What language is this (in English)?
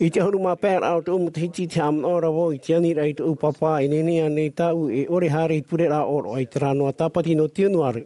Tahitian